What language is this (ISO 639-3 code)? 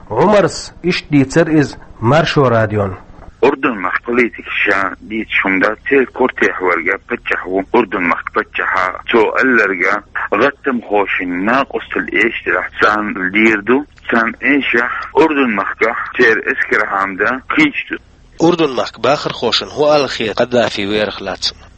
che